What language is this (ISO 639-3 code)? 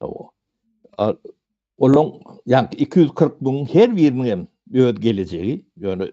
tuk